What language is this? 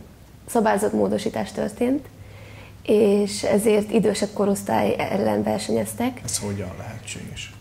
Hungarian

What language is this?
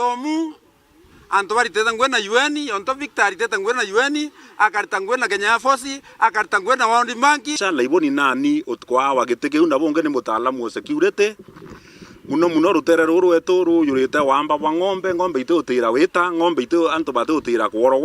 Meru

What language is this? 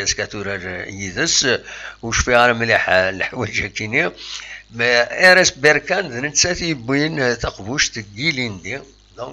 Kabyle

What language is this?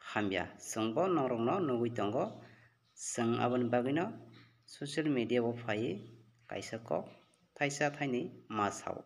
Kok Borok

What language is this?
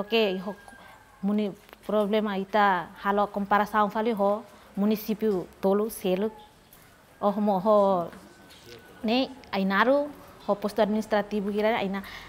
Tetum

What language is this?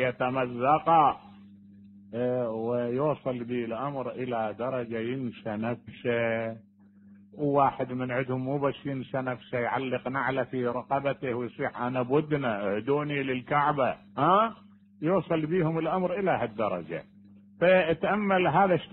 Mesopotamian Arabic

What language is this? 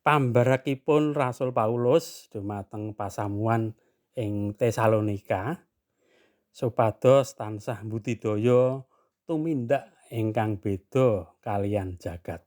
Javanese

